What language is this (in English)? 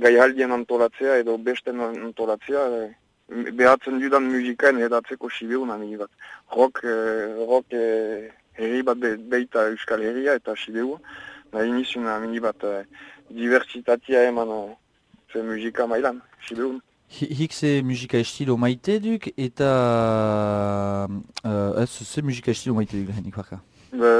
Basque